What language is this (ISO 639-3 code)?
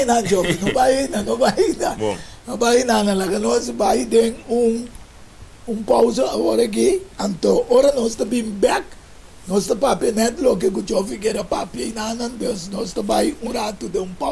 pap